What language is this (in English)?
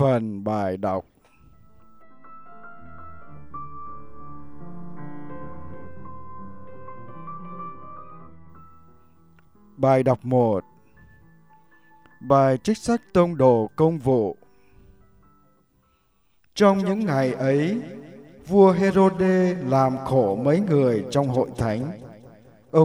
Vietnamese